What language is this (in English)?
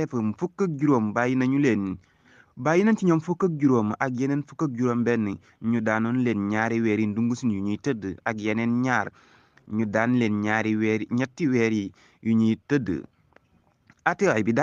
Wolof